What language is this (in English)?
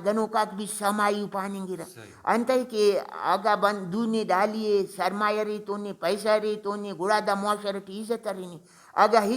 Brahui